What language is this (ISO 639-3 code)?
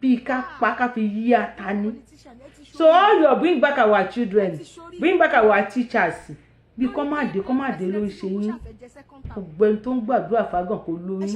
yor